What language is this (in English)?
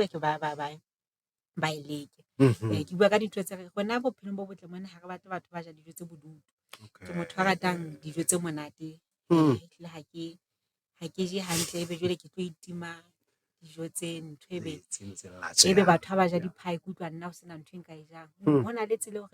Southern Sotho